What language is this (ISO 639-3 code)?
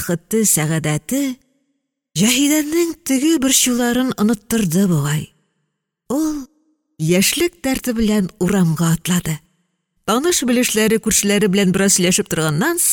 tat